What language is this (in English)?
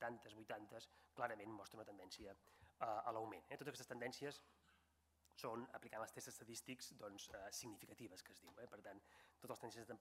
Catalan